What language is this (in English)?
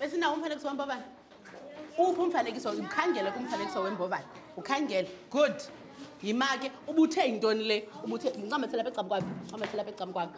Xhosa